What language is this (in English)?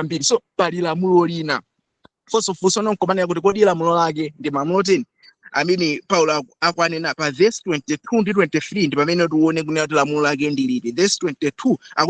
Nyanja